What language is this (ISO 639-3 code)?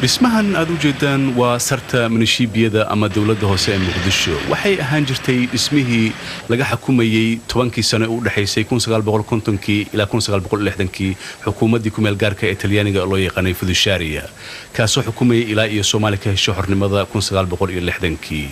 som